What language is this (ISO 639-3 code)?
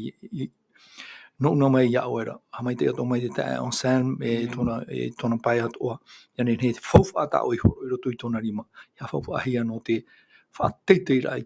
tah